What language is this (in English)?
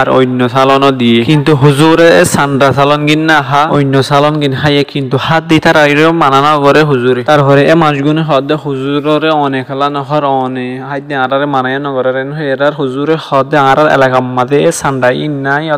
Rohingya